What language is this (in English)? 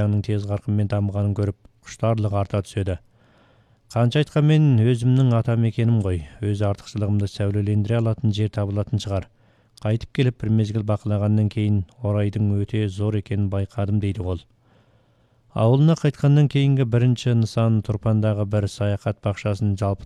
Kazakh